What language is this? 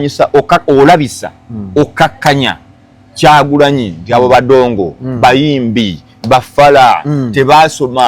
Ganda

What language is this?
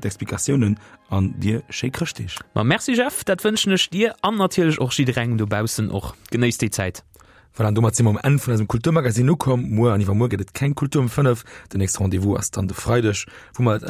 Luxembourgish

